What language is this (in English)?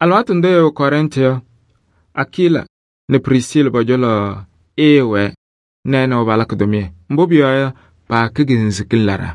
Kabiyè